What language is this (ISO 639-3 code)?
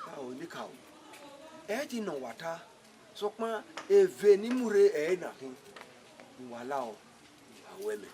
bin